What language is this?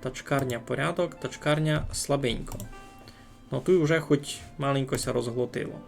Rusyn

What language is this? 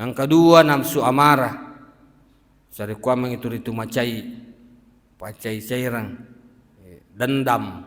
Buginese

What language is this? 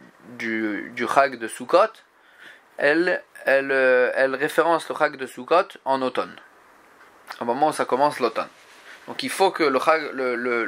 French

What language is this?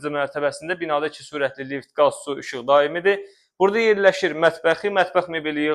Azerbaijani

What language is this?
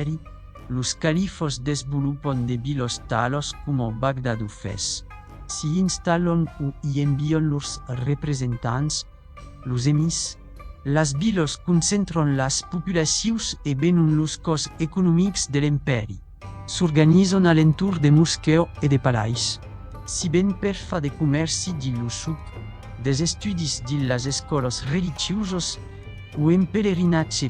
Occitan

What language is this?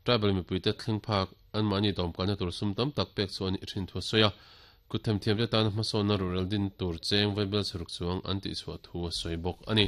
Mizo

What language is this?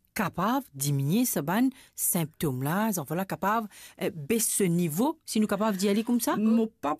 Morisyen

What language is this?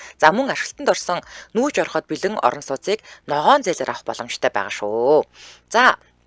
Mongolian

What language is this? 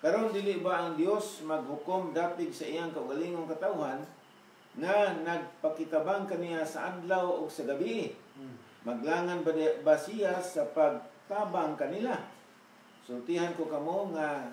Cebuano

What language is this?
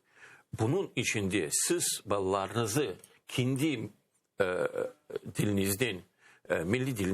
Crimean Tatar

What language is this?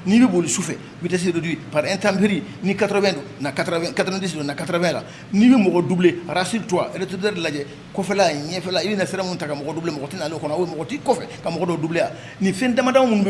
Bambara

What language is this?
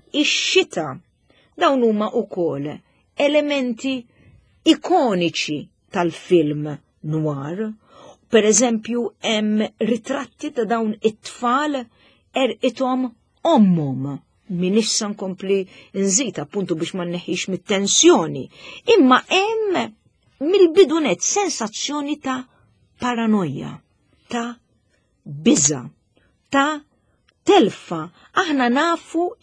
Maltese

